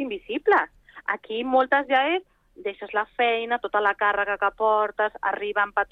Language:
Catalan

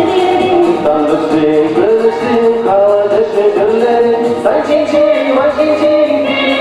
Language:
Chuvash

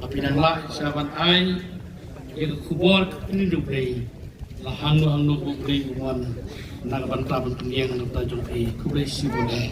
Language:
Khasi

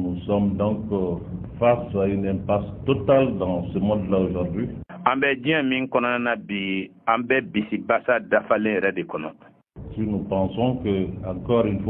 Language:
Bambara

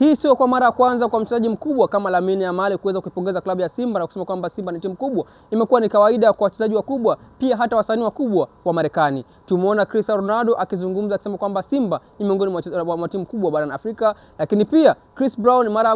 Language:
Swahili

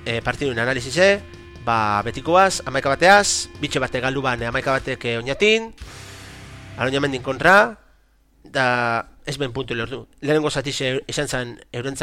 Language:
Basque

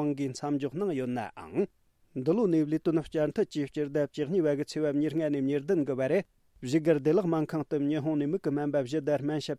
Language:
Tibetan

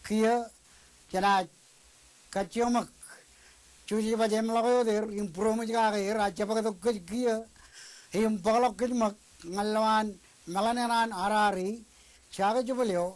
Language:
Marshallese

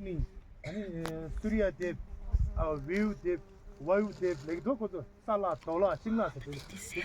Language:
Tibetan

